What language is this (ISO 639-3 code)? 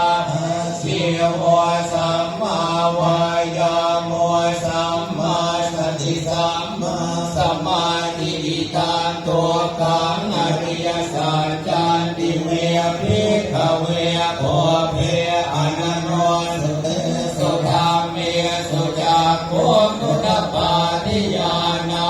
pli